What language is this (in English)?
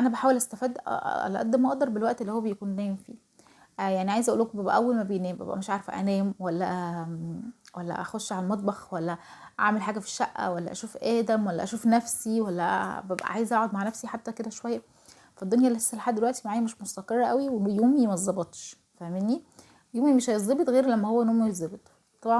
Egyptian Arabic